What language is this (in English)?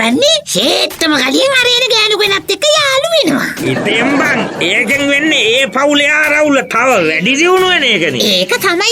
Sinhala